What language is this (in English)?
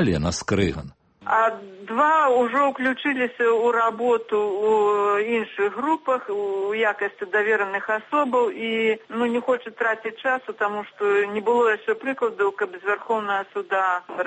Belarusian